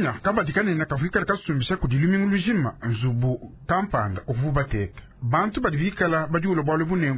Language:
Luba-Lulua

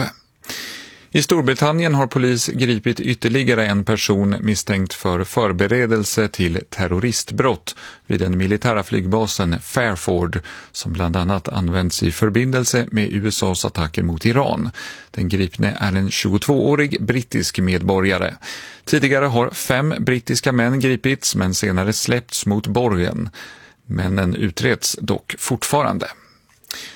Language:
Swedish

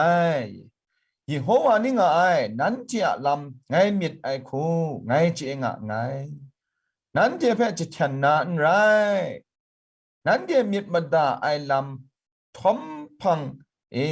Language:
Kachin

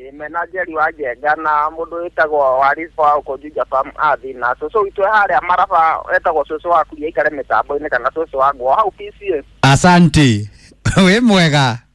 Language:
Kikuyu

